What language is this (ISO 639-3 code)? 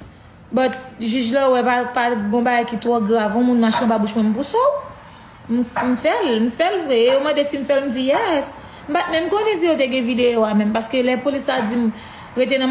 hat